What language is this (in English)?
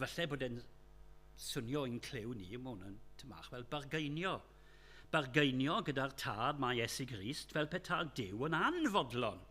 Welsh